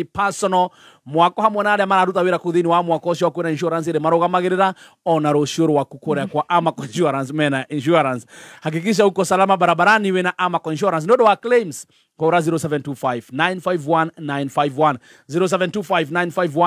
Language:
Kikuyu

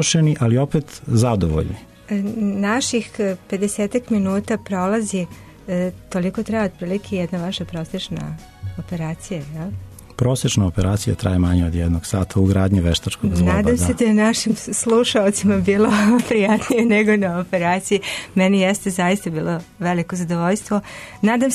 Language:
Serbian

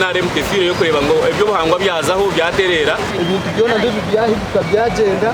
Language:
Nyankole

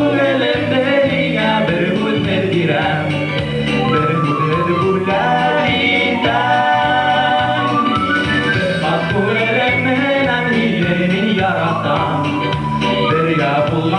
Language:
Bashkir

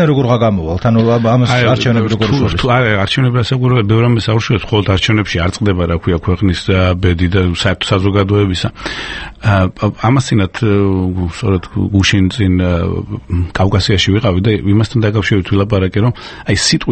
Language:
Georgian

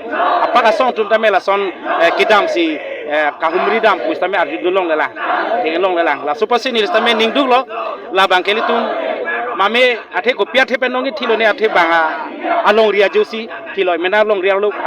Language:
Karbi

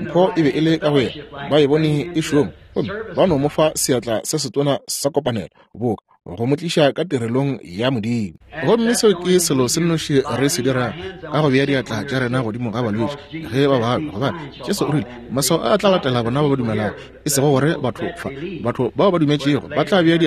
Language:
Northern Sotho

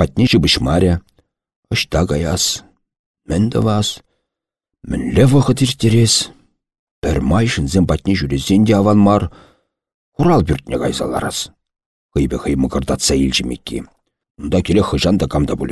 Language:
Chuvash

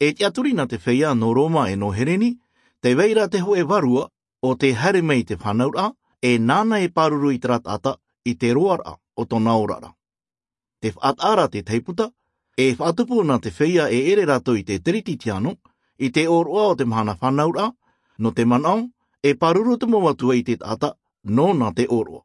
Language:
Tahitian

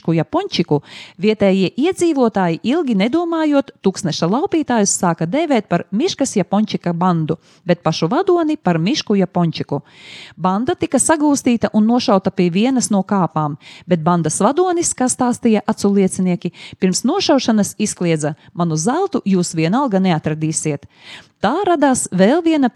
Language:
Latvian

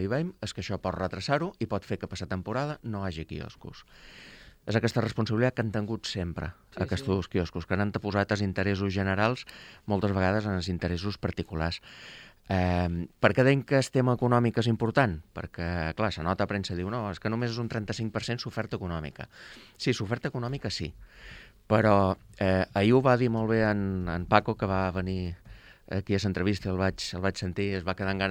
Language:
Catalan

